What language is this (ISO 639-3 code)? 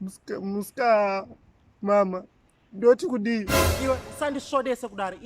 sna